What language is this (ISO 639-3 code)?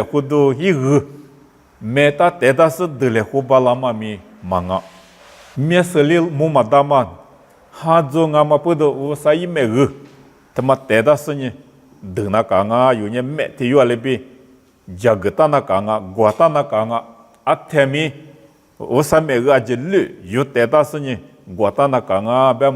lis